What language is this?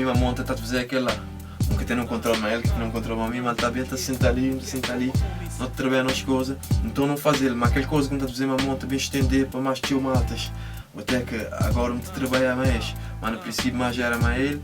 Kabuverdianu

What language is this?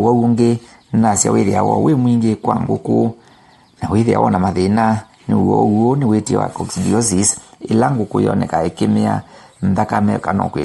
Kamba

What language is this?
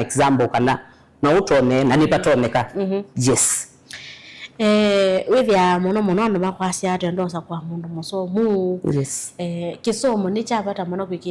Kamba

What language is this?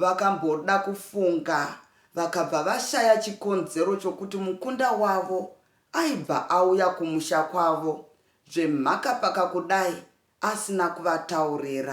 Shona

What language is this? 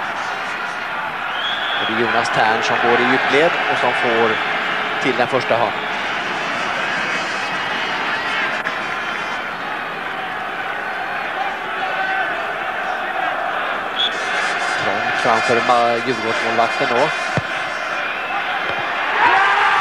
Swedish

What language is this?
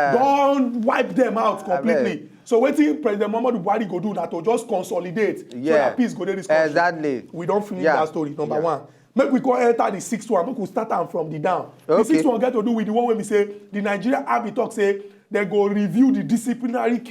Nigerian Pidgin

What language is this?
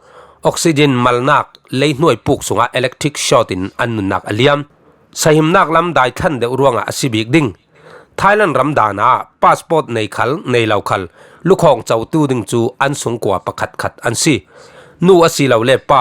Falam Chin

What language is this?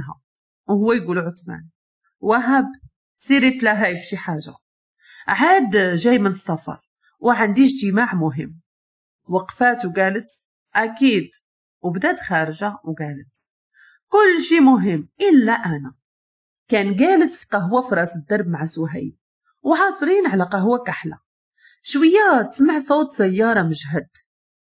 Moroccan Arabic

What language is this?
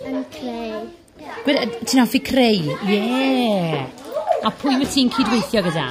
Welsh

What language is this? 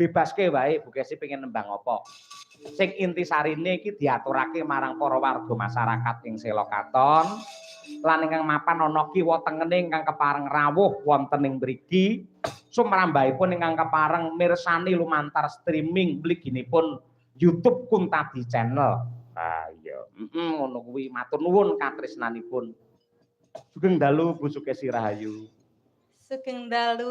Javanese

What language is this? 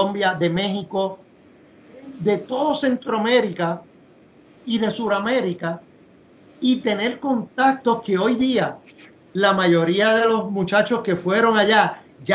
Spanish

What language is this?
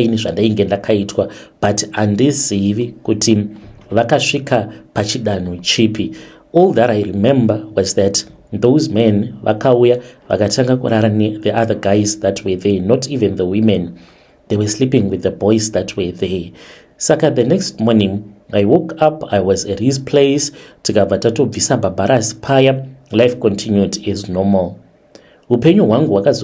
Shona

